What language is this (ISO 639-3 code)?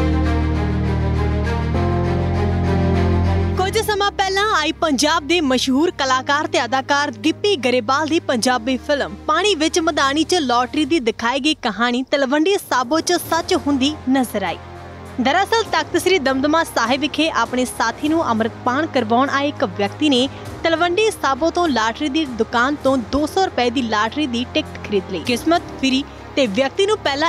pan